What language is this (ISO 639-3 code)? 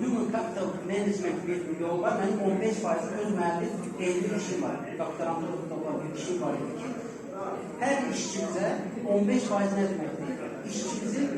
aze